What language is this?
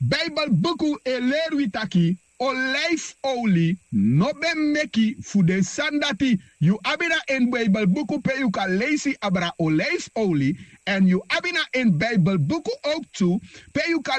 Sranan Tongo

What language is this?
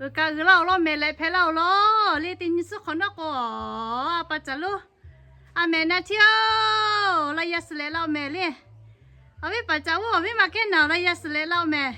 Lahu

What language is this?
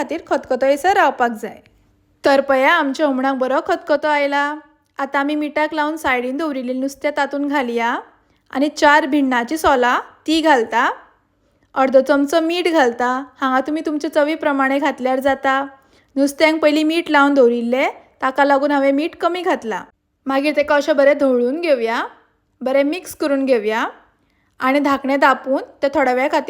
Konkani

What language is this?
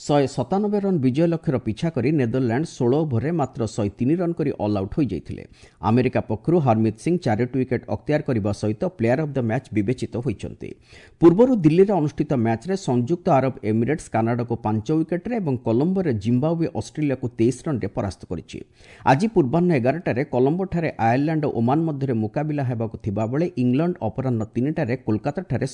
Odia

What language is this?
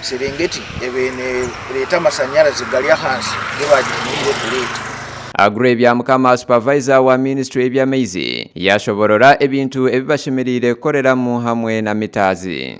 Nyankole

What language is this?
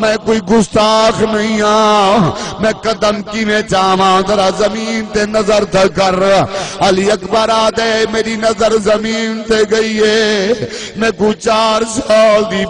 Saraiki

